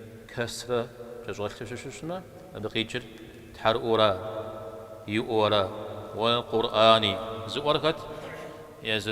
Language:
Kabardian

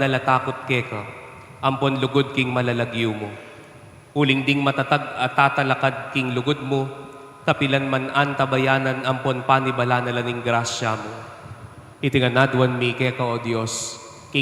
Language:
Pampanga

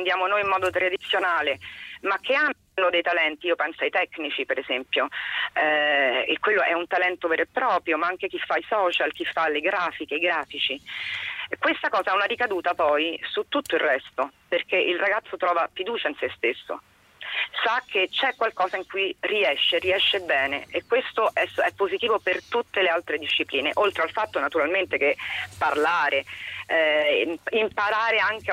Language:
Italian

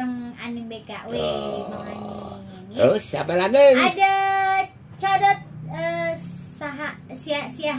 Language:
Betawi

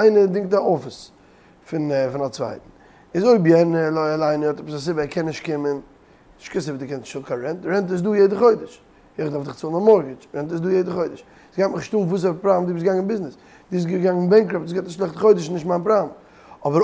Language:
Yiddish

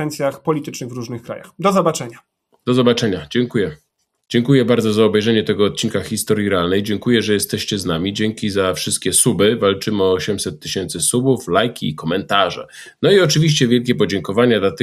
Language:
Polish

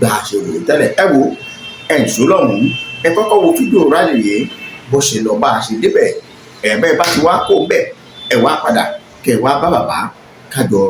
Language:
Yoruba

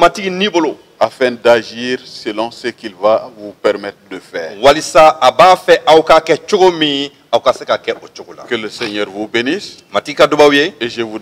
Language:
Bambara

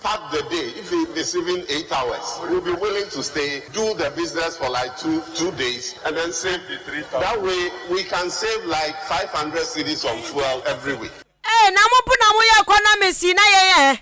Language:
Akan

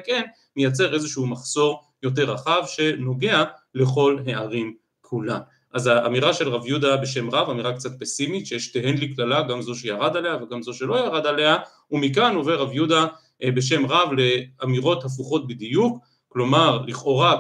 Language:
Hebrew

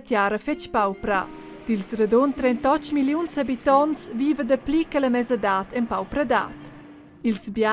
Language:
Romansh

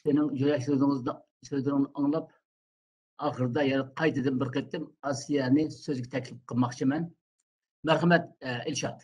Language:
Uyghur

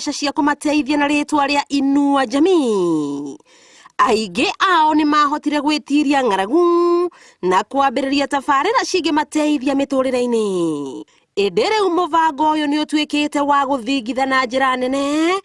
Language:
Kikuyu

